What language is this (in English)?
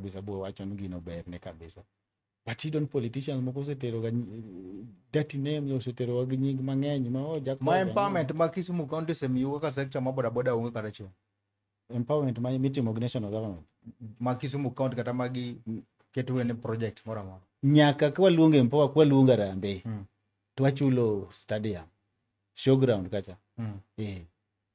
Luo (Kenya and Tanzania)